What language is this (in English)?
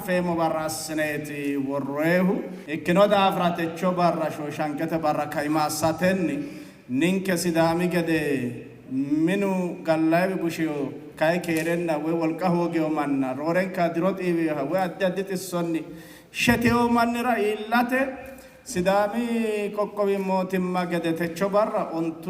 Sidamo